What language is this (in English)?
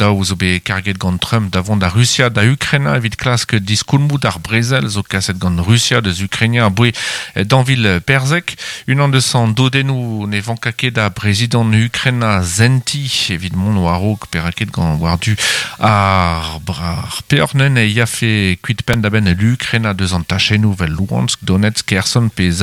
Breton